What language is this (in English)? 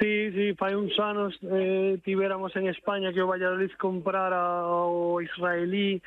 Galician